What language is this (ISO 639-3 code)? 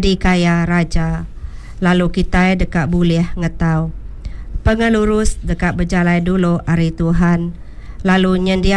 iba